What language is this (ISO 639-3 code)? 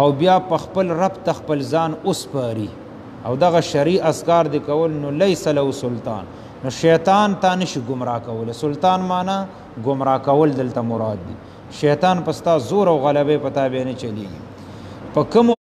pus